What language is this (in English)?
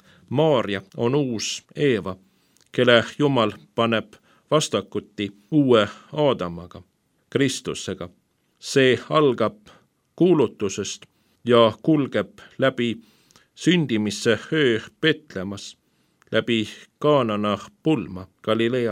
Estonian